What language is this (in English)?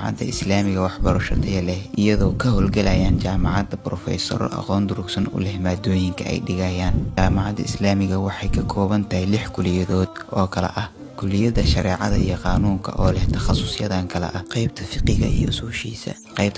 Somali